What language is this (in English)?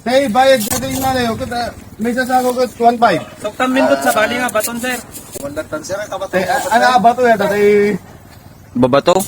Iloko